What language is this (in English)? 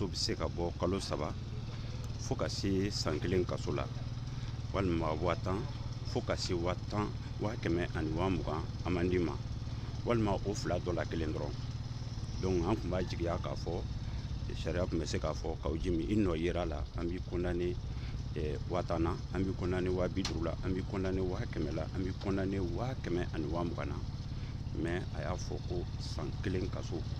Bambara